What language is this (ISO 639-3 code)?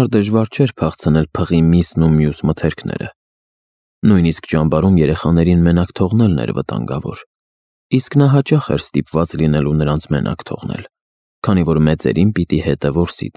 hye